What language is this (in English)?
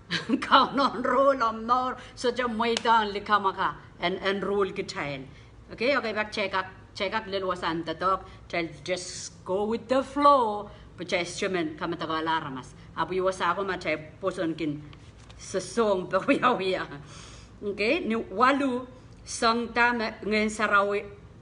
Pohnpeian